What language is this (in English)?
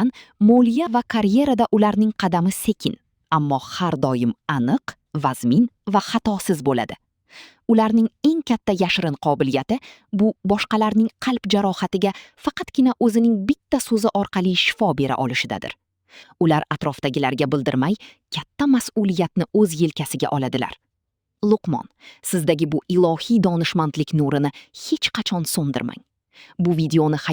Uzbek